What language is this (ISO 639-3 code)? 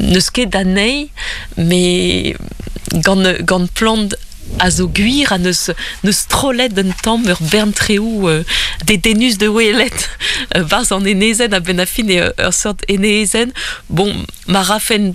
bre